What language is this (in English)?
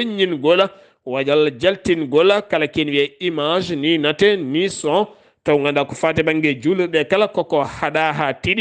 Fula